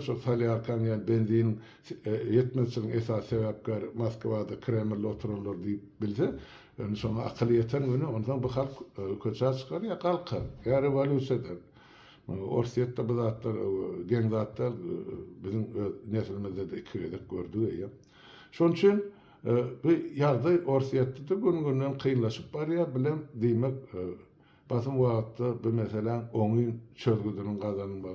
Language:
Turkmen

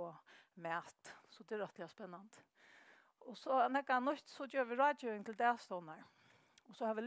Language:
Faroese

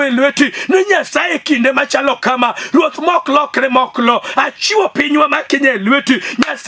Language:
Luo (Kenya and Tanzania)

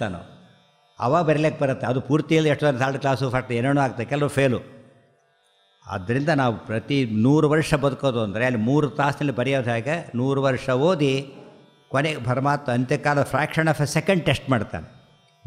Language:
Kannada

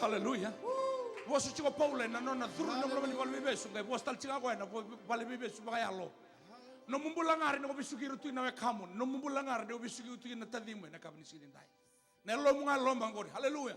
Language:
Fijian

